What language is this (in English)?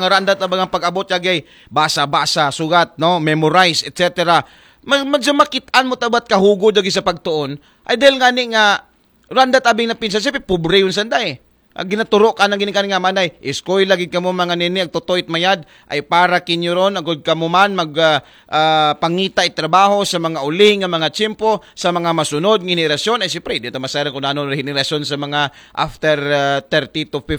Aklanon